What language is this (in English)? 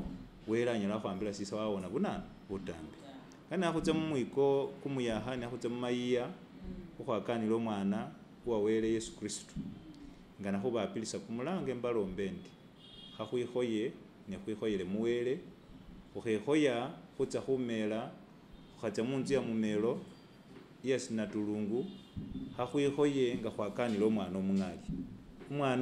Masaaba